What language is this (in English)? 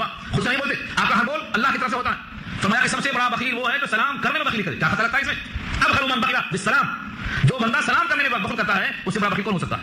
Urdu